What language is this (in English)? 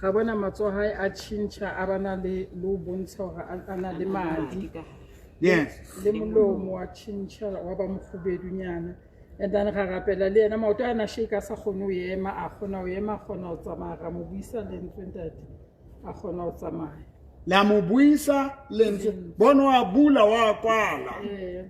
Southern Sotho